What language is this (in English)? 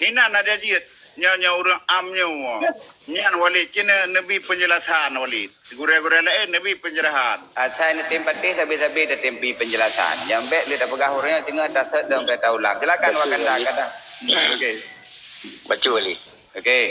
Achinese